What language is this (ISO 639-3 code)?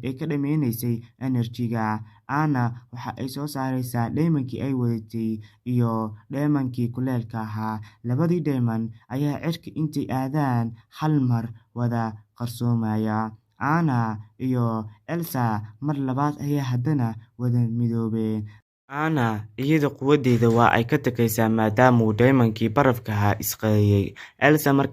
som